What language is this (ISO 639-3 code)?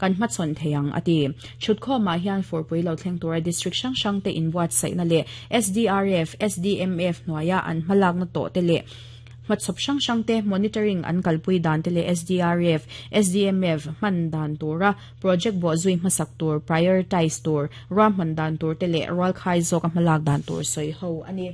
lus